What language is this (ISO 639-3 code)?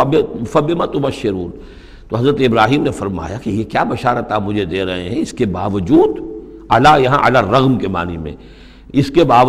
urd